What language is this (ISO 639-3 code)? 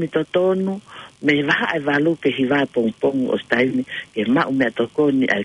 ton